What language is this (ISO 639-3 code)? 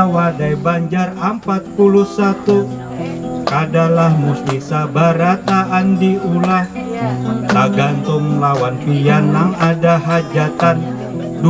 bjn